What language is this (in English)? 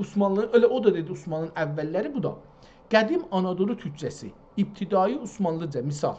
South Azerbaijani